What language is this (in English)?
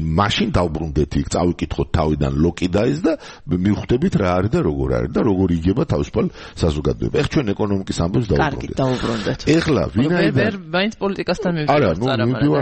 Georgian